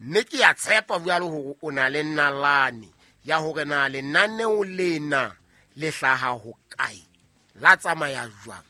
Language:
Southern Sotho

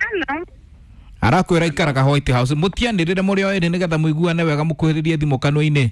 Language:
Kikuyu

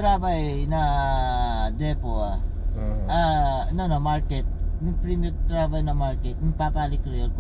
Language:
Haitian Creole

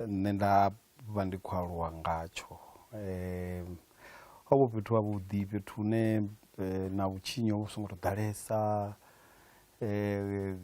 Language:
Venda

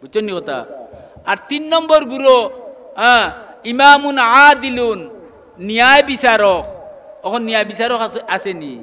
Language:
Sylheti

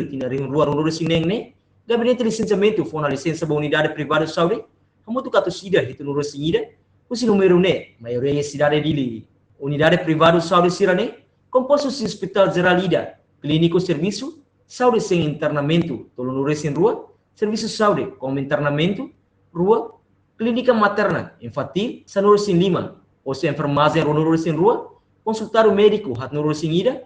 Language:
Tetum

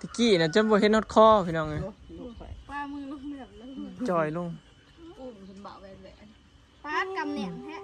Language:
Northeastern Thai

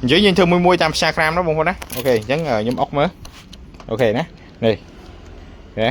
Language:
Khmer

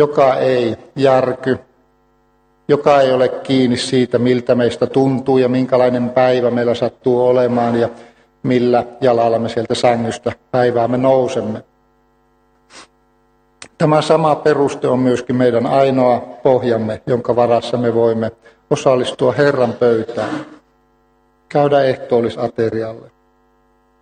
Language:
Finnish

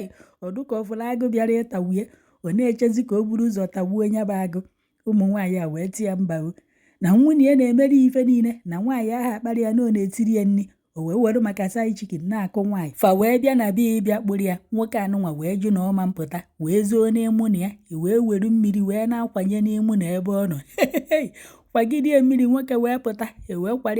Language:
Igbo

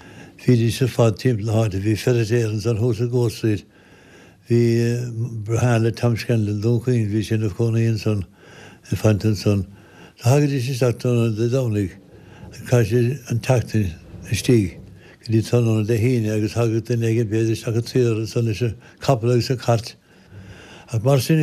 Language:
Irish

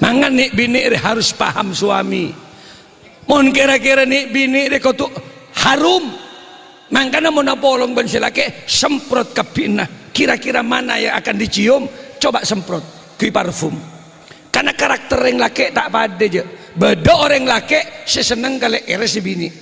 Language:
Madurese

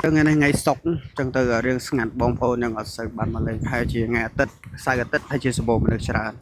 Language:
Khmer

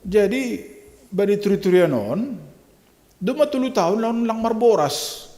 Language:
Batak Simalungun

